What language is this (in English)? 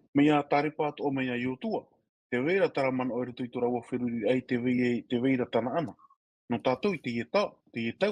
Tahitian